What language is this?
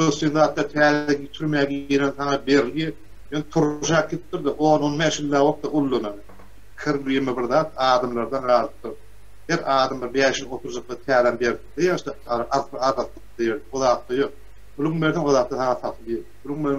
Turkmen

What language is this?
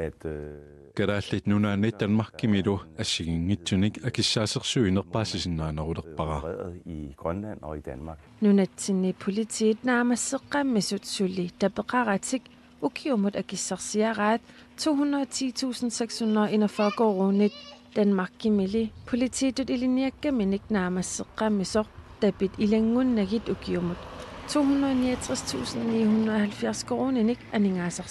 Kalaallisut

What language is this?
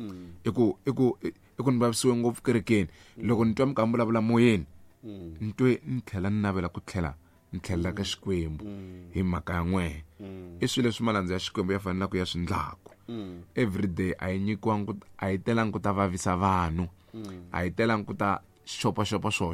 Tsonga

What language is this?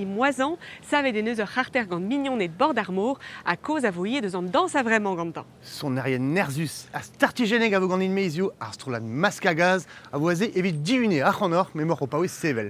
Breton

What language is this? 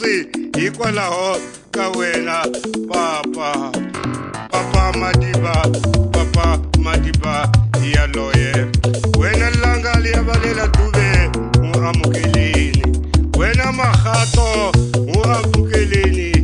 Tsonga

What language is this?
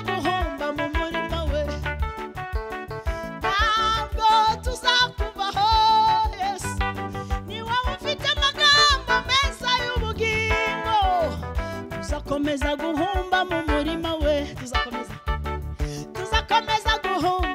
Kinyarwanda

